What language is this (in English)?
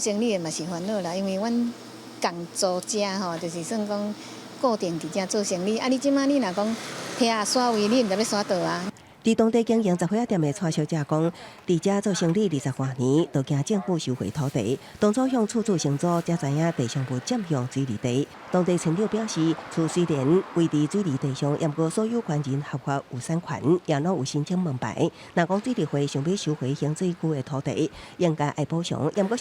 Min Nan Chinese